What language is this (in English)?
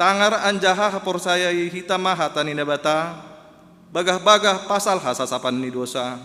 Batak Simalungun